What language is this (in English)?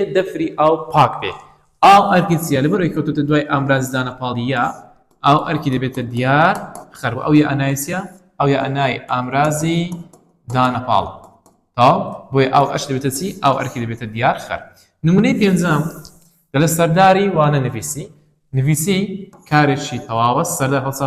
Central Kurdish